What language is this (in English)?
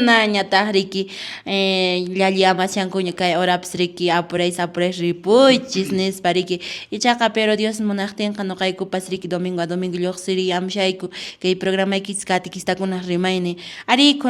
Quechua